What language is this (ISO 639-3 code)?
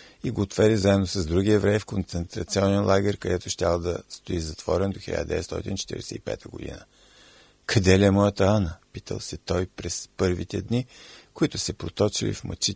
bul